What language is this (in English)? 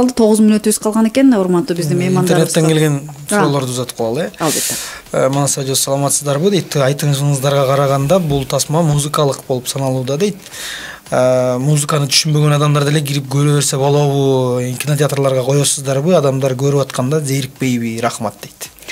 Kyrgyz